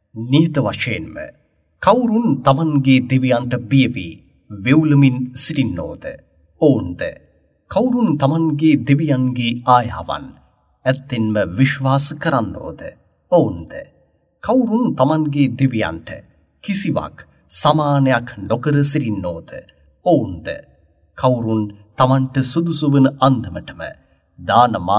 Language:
Sinhala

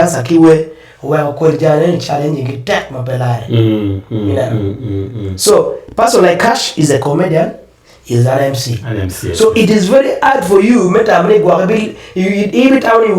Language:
Acoli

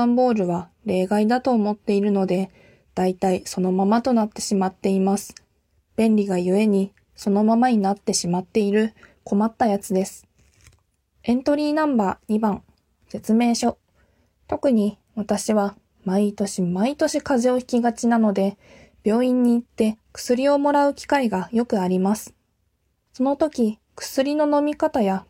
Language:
Japanese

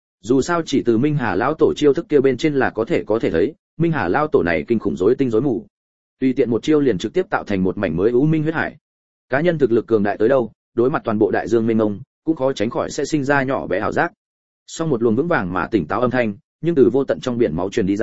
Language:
Vietnamese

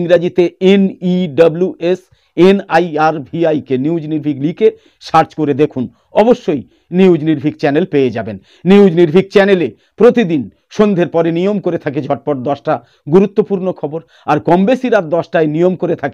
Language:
Bangla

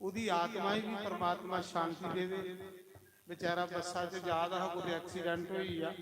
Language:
Dogri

